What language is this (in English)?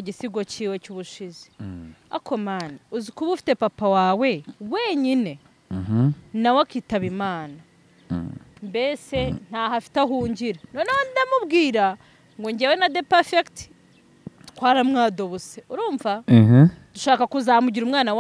Kinyarwanda